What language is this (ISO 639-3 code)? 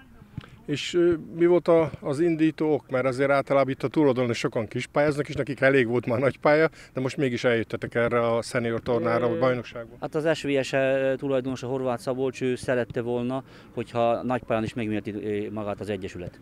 hun